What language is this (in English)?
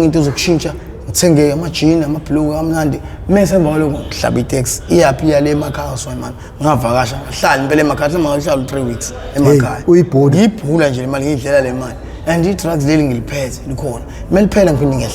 Zulu